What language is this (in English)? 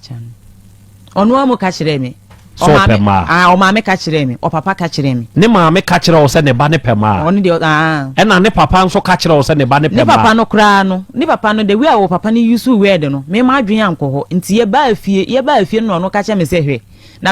Akan